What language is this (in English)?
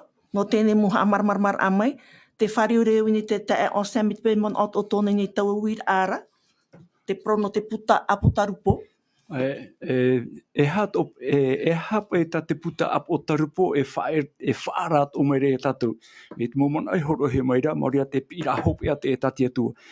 Tahitian